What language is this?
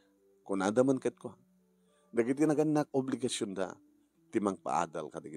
Iloko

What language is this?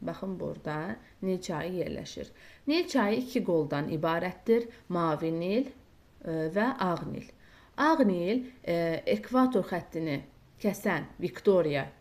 Azerbaijani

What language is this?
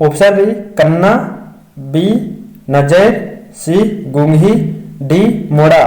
Kurukh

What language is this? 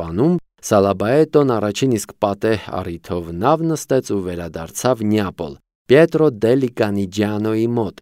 Armenian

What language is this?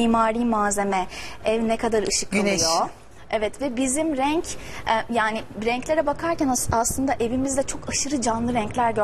Turkish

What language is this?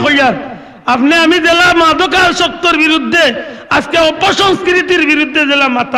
Sylheti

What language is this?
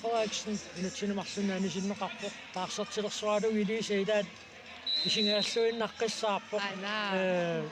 Kalaallisut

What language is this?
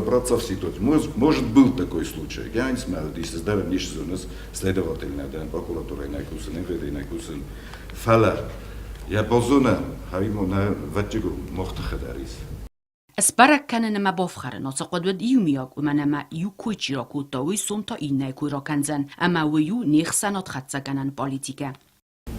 Ossetic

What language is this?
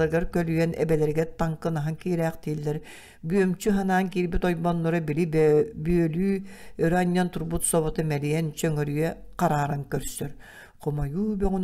Yakut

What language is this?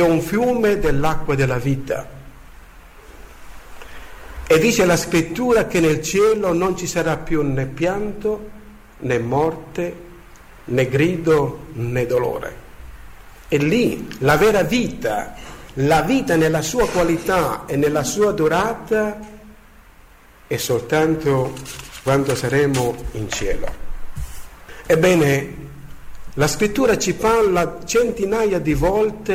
Italian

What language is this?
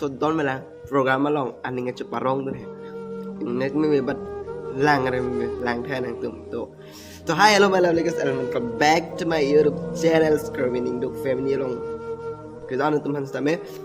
Karbi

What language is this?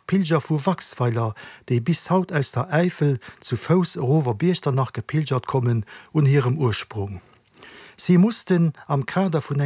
Luxembourgish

